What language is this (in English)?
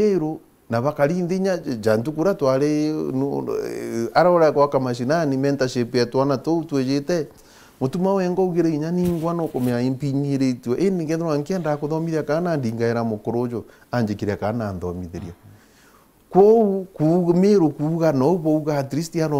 Meru